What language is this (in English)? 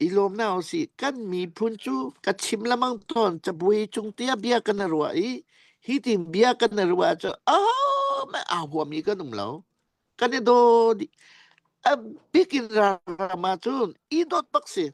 Hakha Chin